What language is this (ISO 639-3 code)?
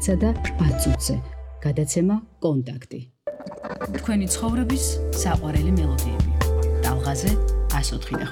kat